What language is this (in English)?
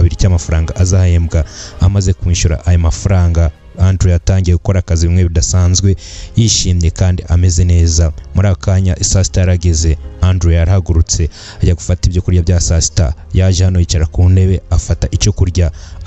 Kinyarwanda